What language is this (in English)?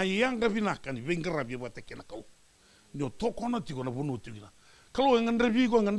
Fijian